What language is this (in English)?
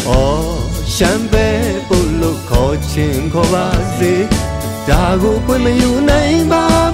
Burmese